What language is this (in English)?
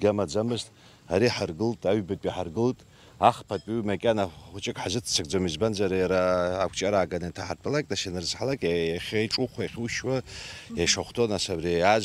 Abkhazian